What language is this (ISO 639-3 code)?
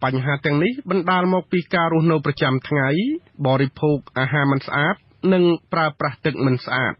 khm